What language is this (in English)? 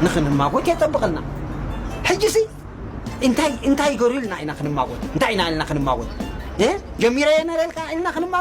Tigrinya